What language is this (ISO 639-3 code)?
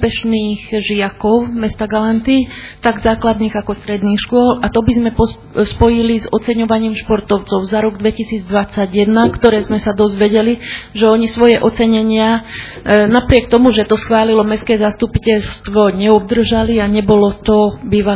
slk